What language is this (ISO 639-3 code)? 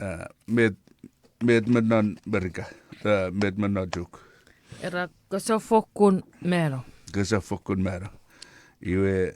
chk